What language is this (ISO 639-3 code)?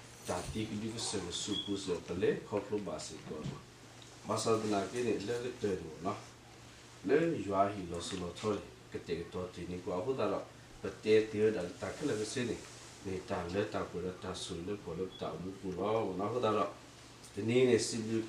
ksw